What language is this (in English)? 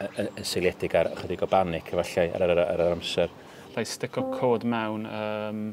Welsh